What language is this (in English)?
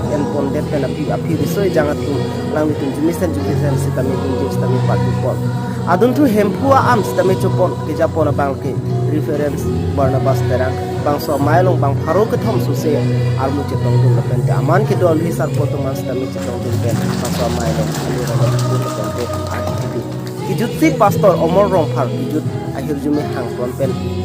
Karbi